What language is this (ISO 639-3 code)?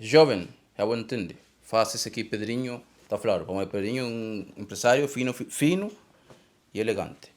kea